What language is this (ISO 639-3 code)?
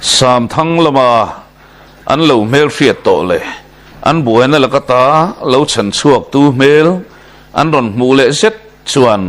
lus